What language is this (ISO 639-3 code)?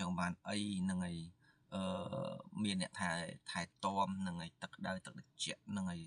khm